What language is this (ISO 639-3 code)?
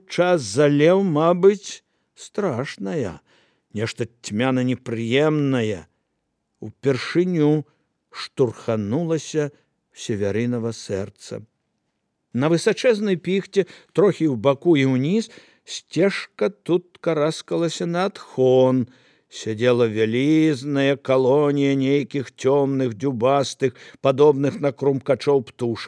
bel